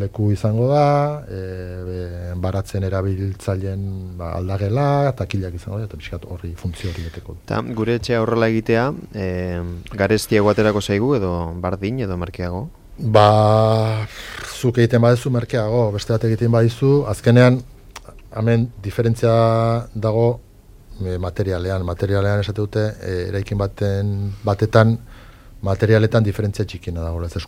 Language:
Basque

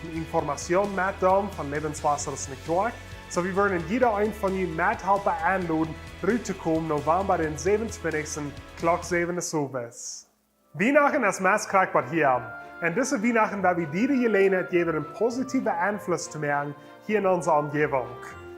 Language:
Plautdietsch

